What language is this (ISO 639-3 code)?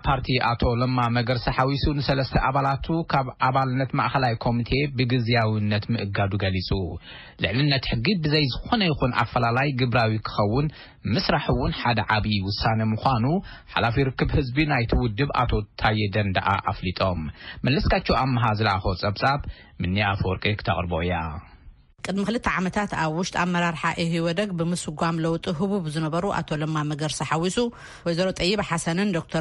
tir